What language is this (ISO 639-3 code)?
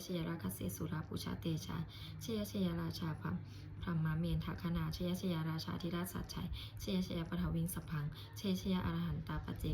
pli